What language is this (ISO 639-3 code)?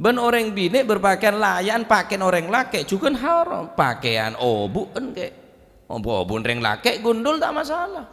mad